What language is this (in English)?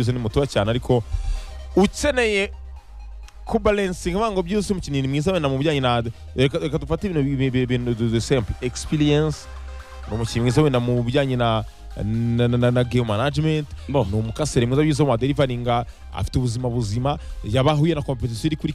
Kinyarwanda